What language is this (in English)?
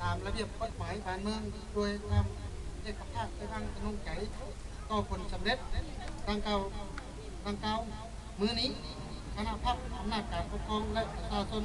Lao